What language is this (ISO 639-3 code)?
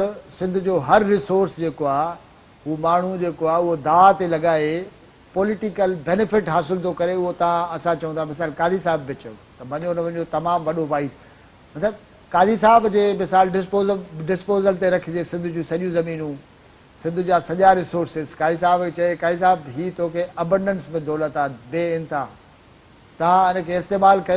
snd